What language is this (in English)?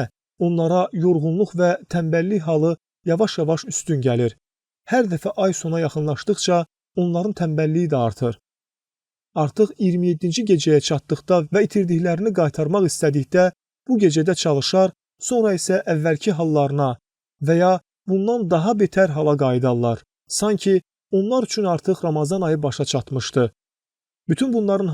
Azerbaijani